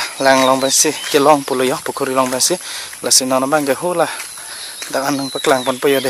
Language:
Karbi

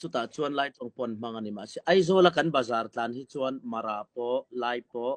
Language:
Mizo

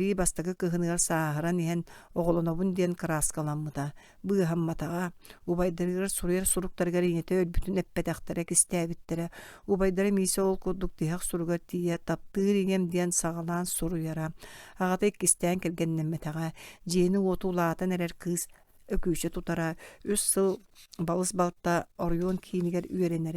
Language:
Yakut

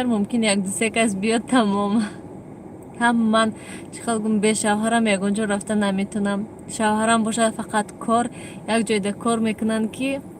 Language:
Tajik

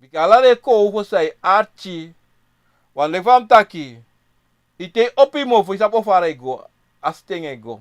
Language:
Sranan Tongo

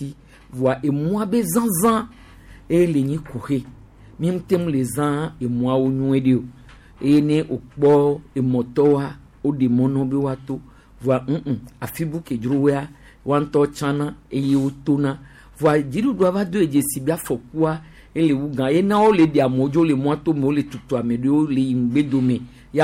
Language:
Gen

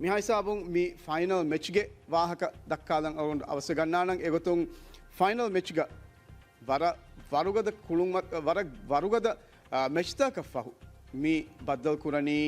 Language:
Divehi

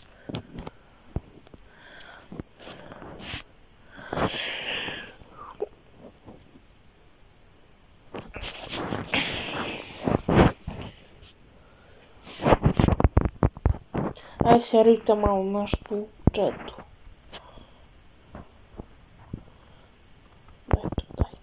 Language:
Croatian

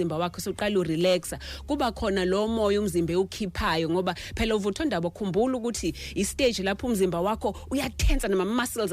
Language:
Zulu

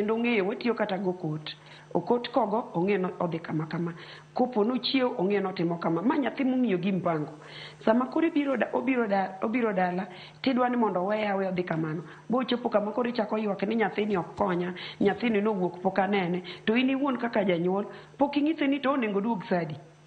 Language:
Luo (Kenya and Tanzania)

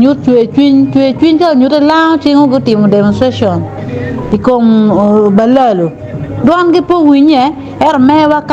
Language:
Acoli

